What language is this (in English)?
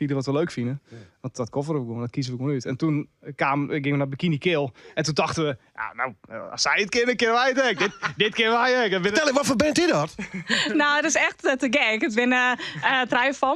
Western Frisian